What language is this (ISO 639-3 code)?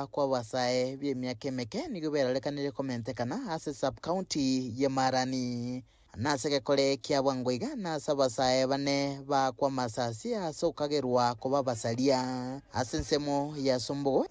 guz